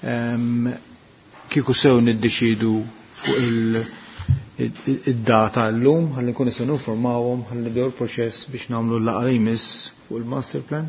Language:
Maltese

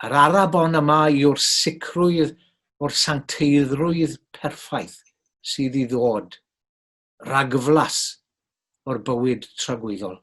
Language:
Welsh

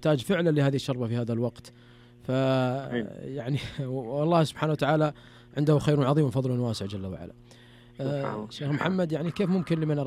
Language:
Najdi Arabic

